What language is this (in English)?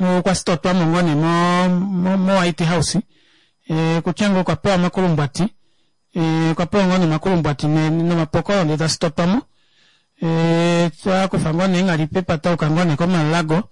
Kuanyama